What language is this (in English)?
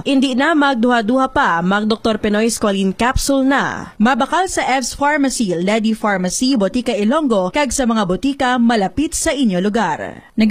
Hiligaynon